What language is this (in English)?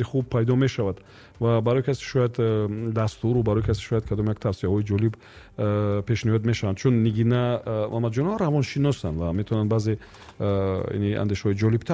Tajik